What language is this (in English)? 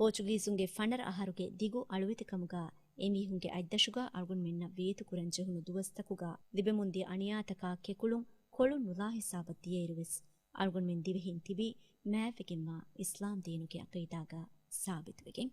Divehi